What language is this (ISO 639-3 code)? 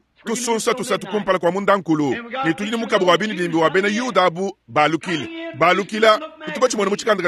lua